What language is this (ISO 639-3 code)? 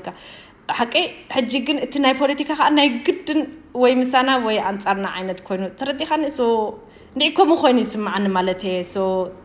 tir